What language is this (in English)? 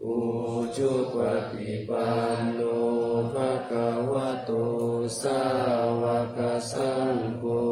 Pali